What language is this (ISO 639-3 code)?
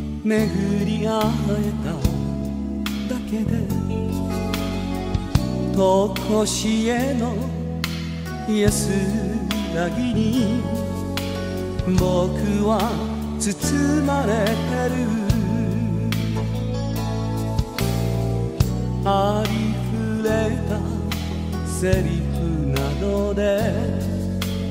jpn